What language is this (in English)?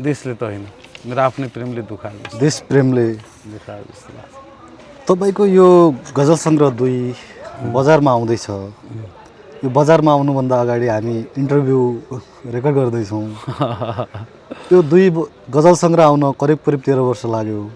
Nepali